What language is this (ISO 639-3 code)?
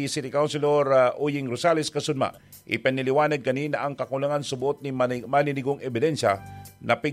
bik